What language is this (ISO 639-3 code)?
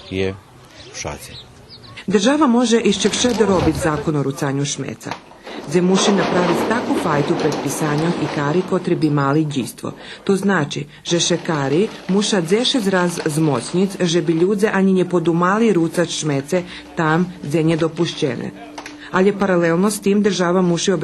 rue